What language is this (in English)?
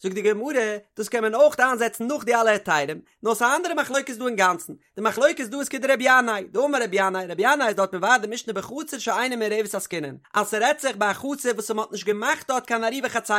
Yiddish